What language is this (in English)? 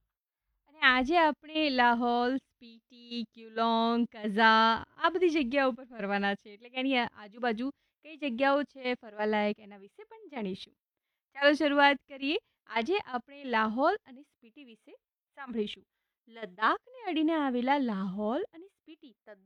Gujarati